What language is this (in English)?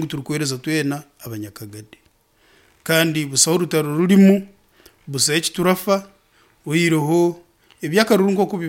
Nyankole